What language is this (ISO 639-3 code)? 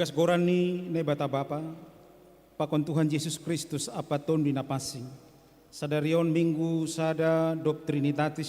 bts